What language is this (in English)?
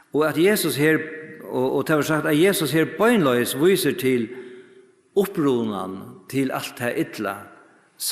Faroese